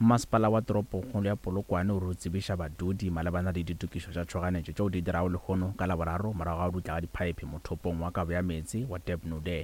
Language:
Northern Sotho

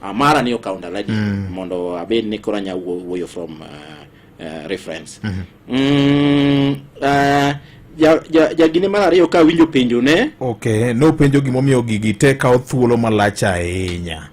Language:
Luo (Kenya and Tanzania)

